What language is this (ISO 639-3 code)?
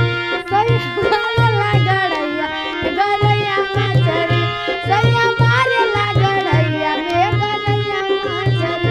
bho